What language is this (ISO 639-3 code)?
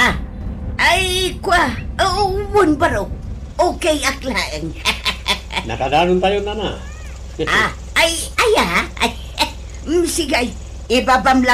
ilo